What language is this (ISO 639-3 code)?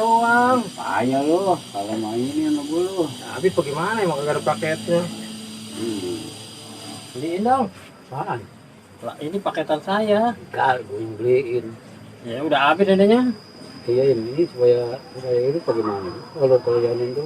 bew